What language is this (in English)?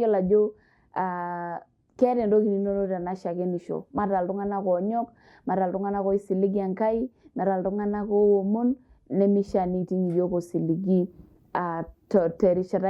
Masai